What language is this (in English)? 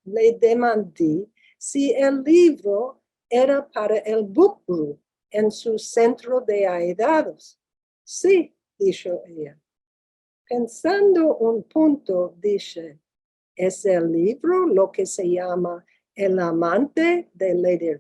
Ladino